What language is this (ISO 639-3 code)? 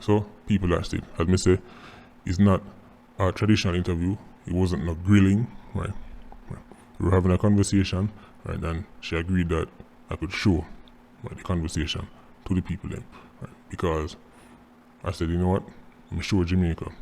jam